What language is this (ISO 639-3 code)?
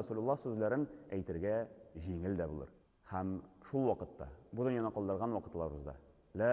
tat